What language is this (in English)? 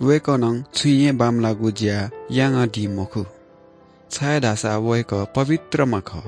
Newari